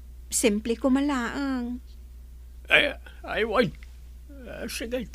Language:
Iloko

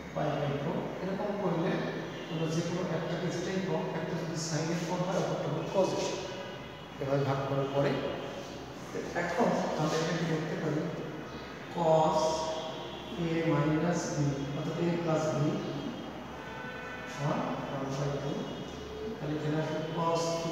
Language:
Bangla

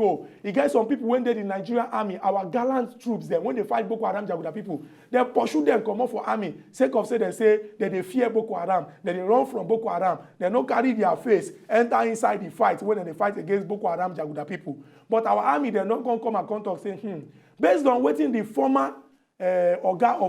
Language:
Nigerian Pidgin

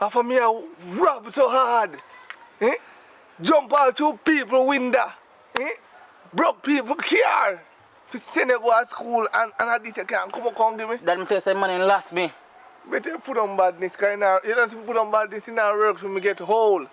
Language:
Jamaican Creole English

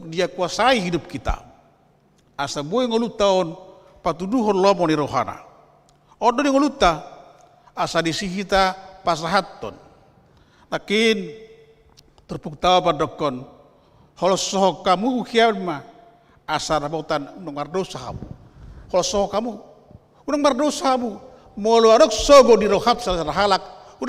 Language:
Batak Toba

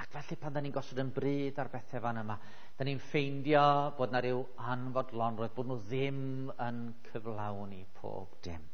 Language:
Welsh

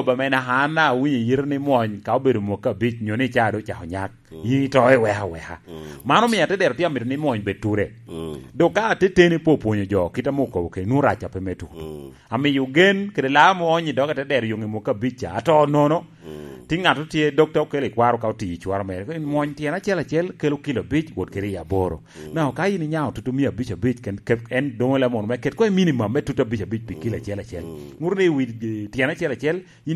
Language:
Lango (Uganda)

